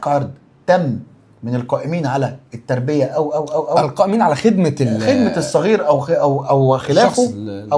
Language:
Egyptian Arabic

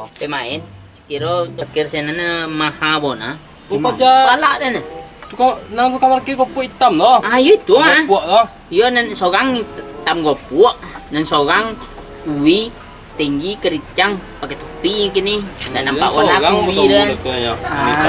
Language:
Minangkabau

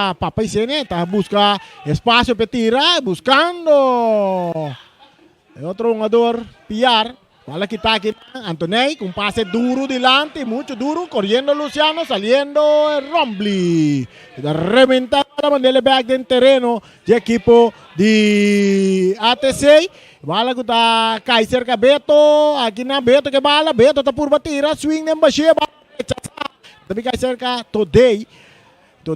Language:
Papiamento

